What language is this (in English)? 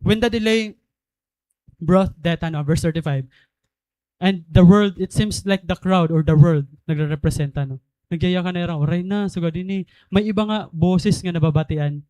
Waray